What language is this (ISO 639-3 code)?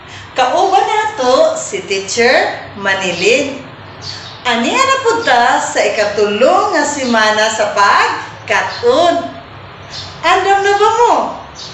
ceb